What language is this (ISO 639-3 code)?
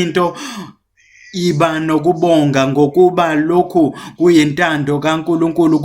zul